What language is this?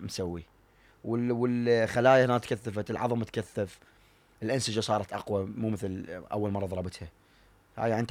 Mesopotamian Arabic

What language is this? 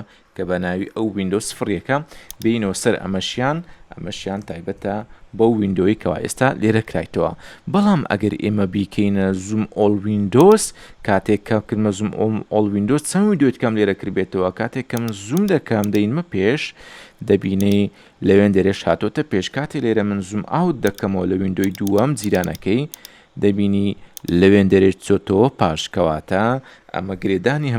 Central Kurdish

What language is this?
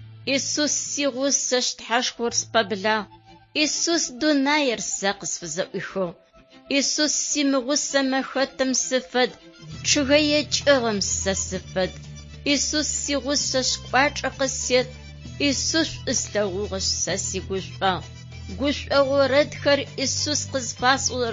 Adyghe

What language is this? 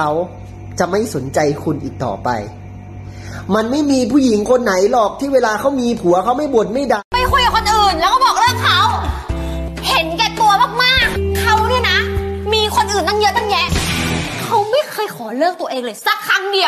Thai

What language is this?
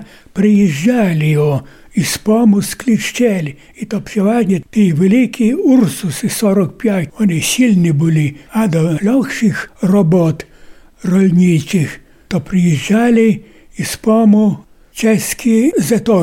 Ukrainian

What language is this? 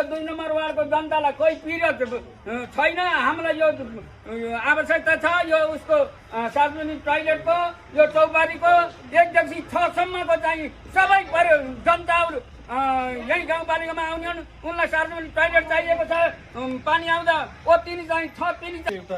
Nepali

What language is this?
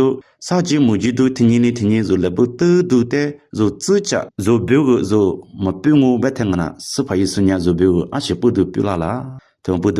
Lisu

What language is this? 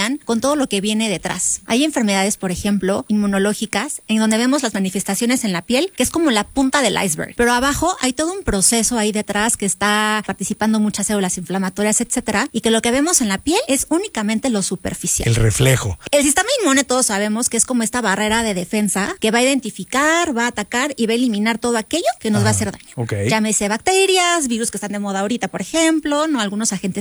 Spanish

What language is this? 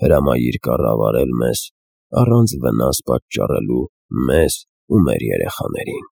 Armenian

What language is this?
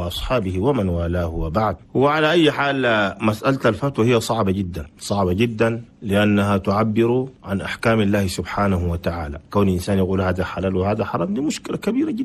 Chadian Arabic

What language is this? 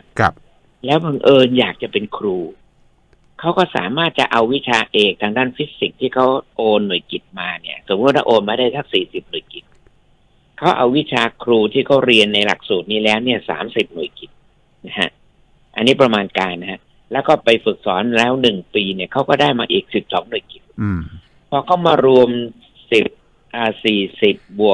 Thai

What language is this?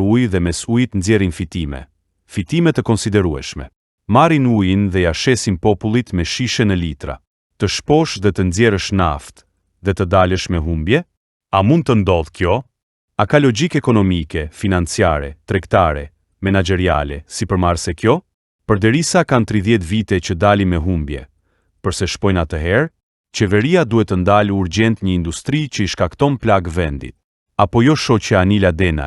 Albanian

